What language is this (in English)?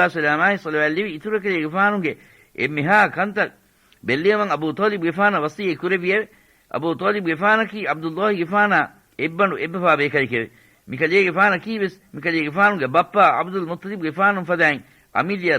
Divehi